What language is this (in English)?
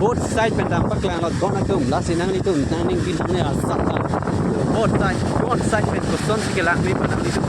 Karbi